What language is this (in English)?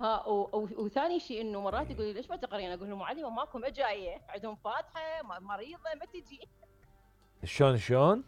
Mesopotamian Arabic